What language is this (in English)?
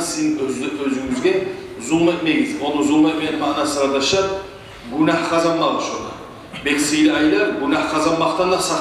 Kumyk